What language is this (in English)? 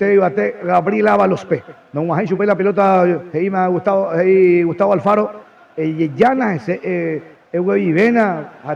Guarani